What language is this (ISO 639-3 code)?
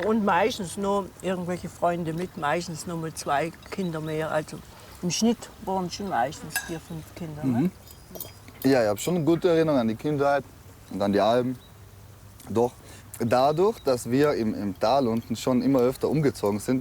gsw